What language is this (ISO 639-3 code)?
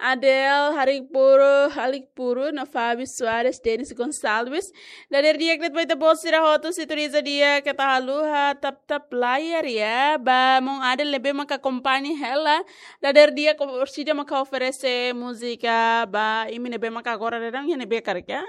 tet